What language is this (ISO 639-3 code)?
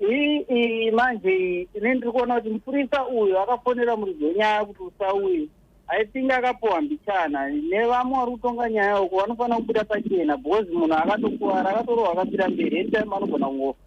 sna